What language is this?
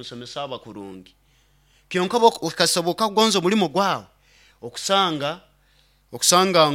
Nyoro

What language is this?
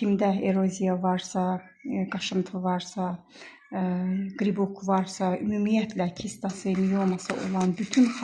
Azerbaijani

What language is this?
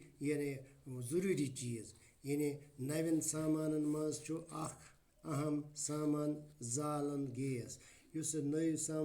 Kashmiri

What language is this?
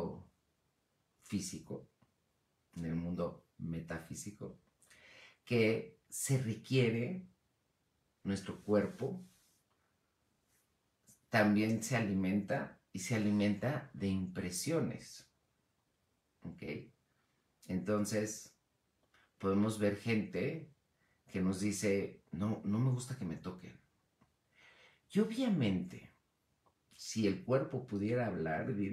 Spanish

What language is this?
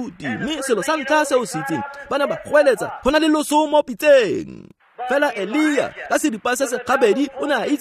Tswana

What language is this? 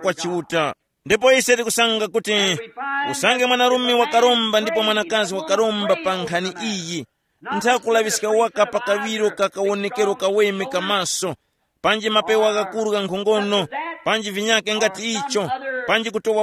Tumbuka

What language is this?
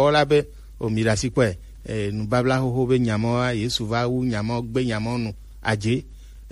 Gen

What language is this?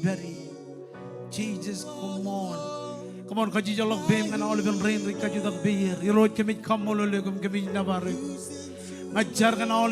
Marshallese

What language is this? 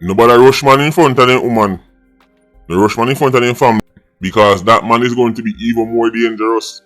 Jamaican Creole English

